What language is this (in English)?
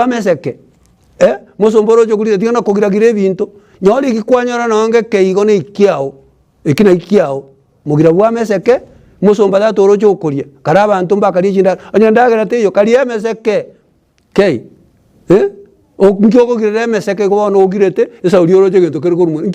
Gusii